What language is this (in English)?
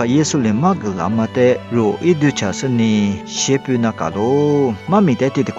Lisu